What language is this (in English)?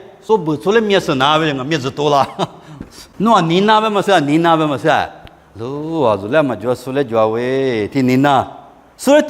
Lisu